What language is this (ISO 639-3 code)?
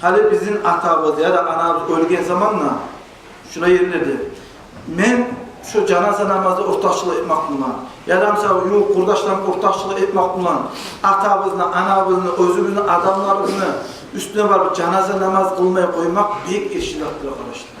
kum